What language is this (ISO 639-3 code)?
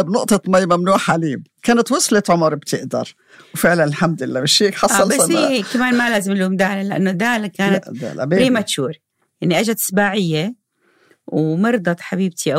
apc